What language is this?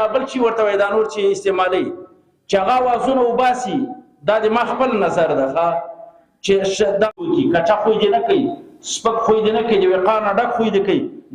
Pashto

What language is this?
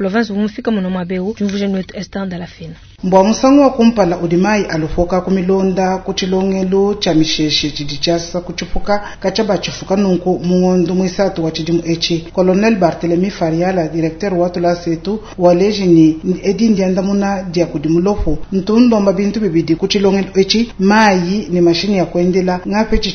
Luba-Lulua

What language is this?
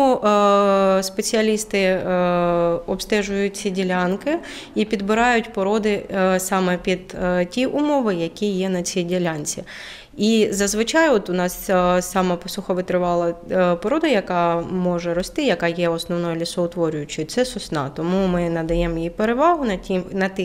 Ukrainian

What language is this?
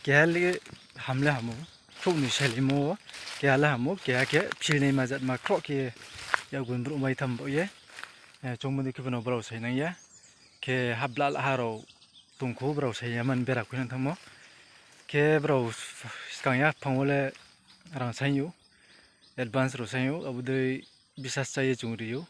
Riang (India)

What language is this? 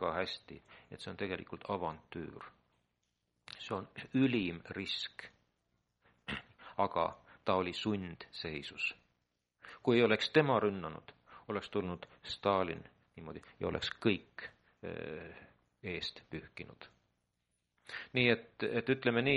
Estonian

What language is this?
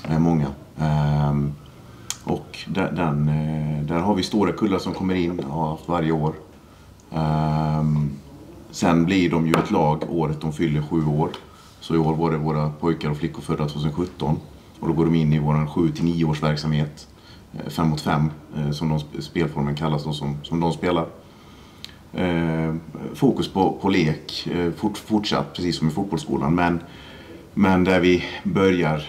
Swedish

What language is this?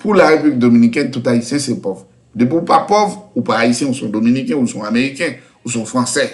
Haitian Creole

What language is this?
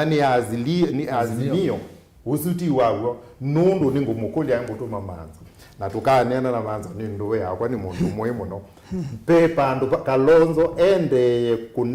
Kamba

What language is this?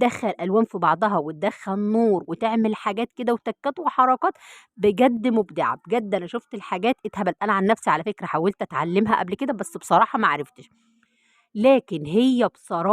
Egyptian Arabic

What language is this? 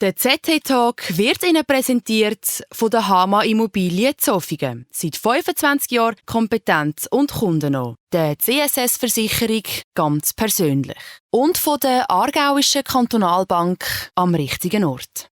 Swiss German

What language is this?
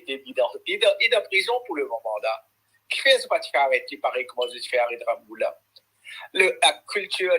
Morisyen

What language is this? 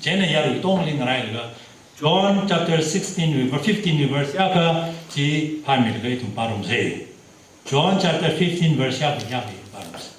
Tangkhul Naga (India)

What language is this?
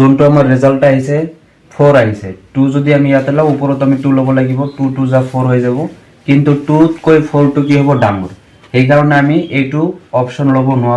Assamese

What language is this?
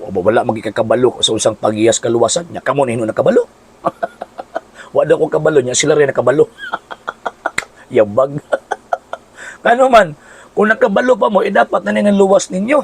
Cebuano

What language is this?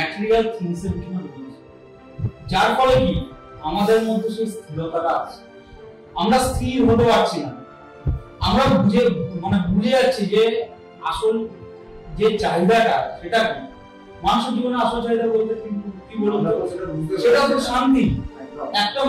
Bangla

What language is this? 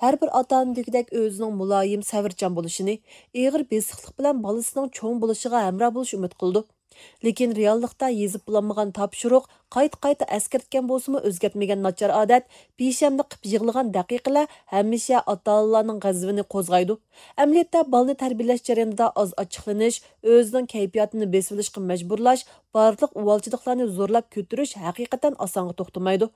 Uyghur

